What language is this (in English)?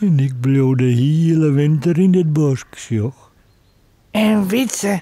Western Frisian